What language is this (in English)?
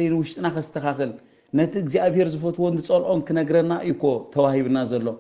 Tigrinya